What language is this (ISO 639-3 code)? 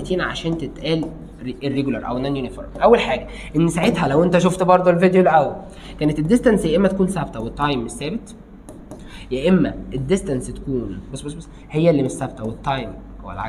arz